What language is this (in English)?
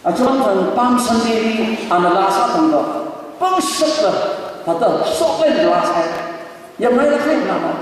Tangkhul Naga (India)